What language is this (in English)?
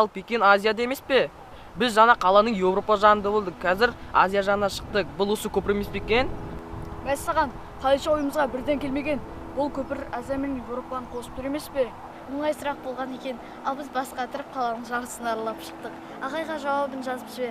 Kazakh